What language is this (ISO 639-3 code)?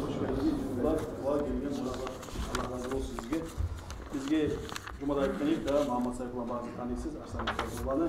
kum